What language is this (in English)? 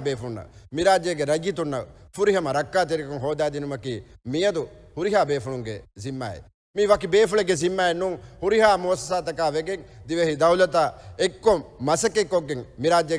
Divehi